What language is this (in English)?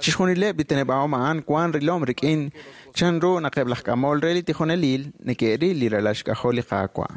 Kekchí